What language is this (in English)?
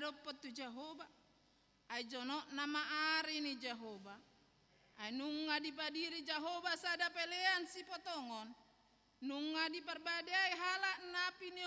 Batak Toba